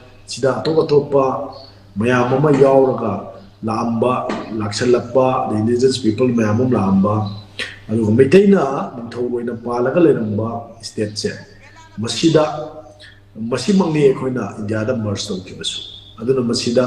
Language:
Manipuri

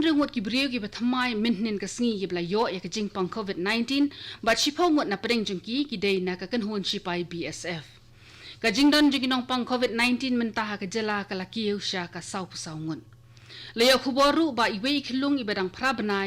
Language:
Khasi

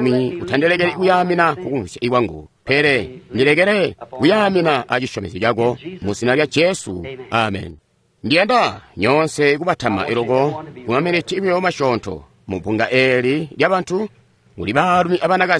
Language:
Tonga (Zambia)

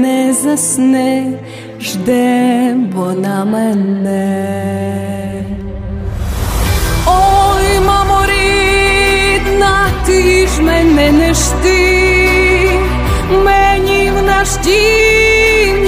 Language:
Ukrainian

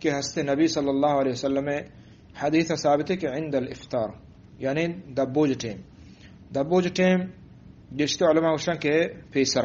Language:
Eastern Balochi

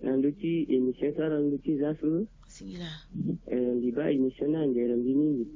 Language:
Sango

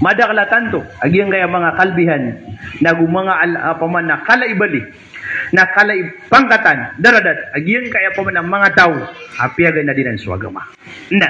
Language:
Maranao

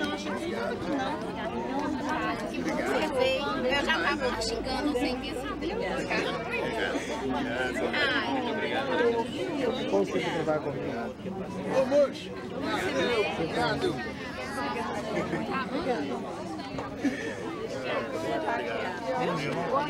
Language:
Portuguese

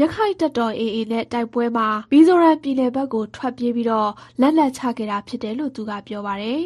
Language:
Burmese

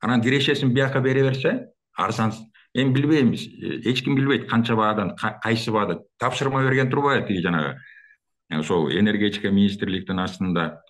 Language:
Kyrgyz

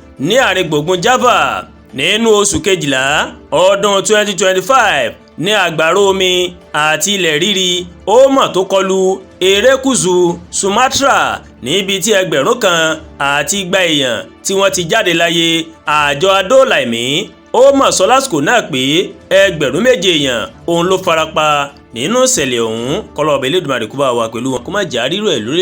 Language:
Yoruba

